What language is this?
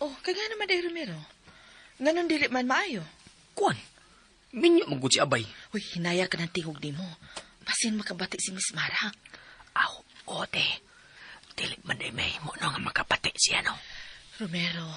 Cebuano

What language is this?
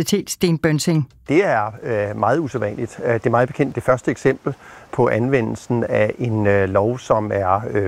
Danish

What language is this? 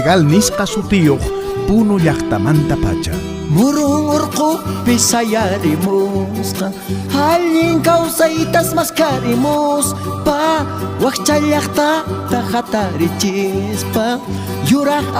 Quechua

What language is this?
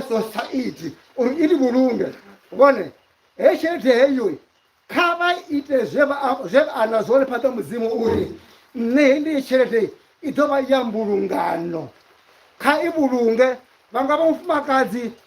Venda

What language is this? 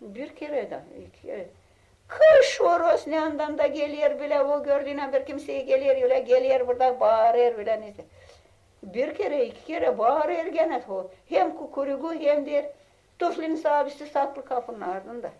Gagauz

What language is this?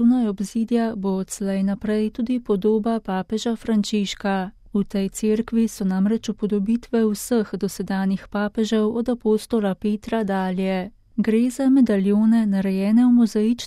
Slovenian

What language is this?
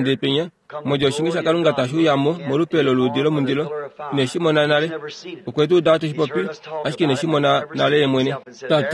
Kuanyama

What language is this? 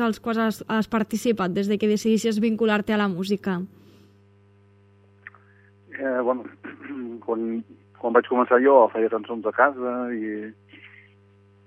Catalan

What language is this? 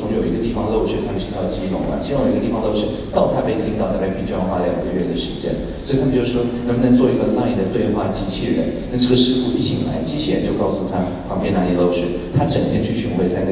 Chinese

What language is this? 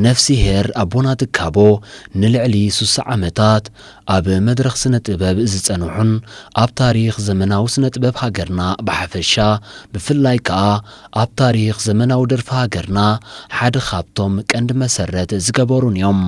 Tigrinya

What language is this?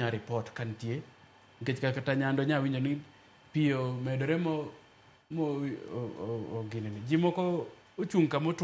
Luo (Kenya and Tanzania)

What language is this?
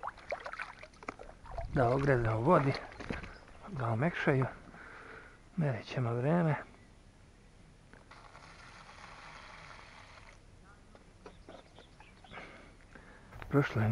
Serbian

